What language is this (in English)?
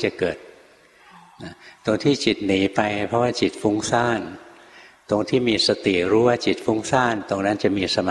Thai